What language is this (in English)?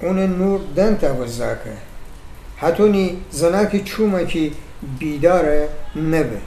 Gilaki